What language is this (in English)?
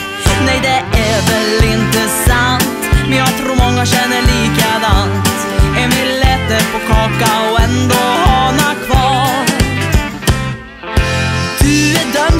Swedish